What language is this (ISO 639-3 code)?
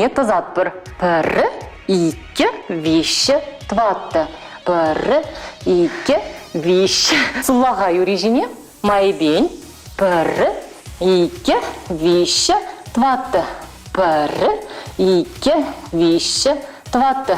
chv